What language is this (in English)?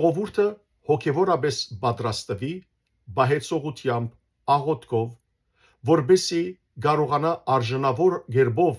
Western Armenian